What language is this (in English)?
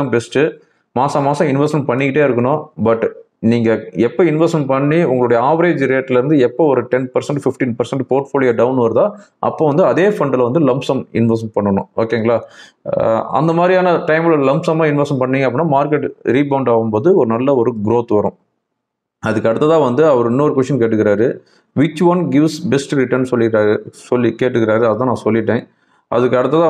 Tamil